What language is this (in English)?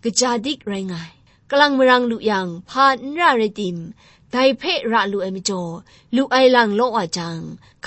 Kachin